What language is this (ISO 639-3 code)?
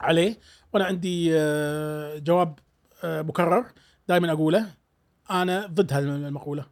afb